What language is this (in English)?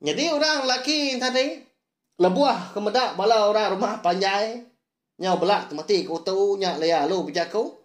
Iban